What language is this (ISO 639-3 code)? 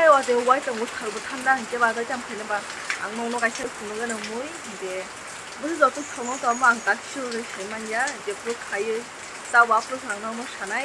trp